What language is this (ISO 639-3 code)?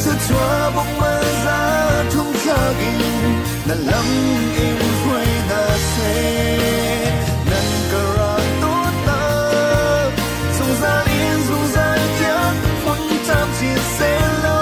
cnh